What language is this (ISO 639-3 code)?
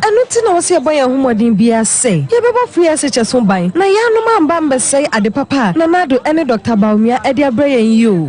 aka